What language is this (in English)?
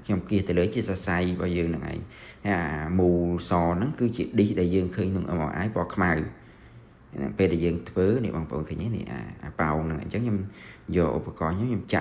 Khmer